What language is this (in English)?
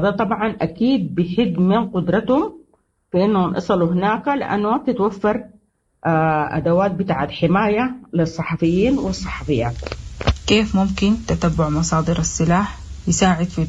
Sudanese Arabic